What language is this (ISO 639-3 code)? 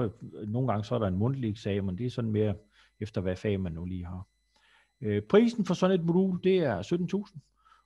dan